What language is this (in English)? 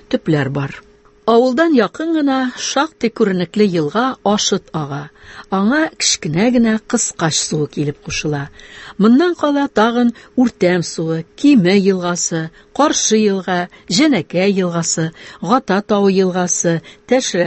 Tatar